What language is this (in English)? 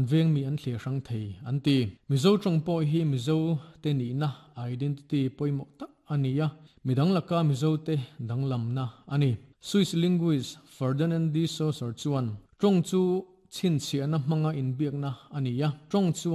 Mizo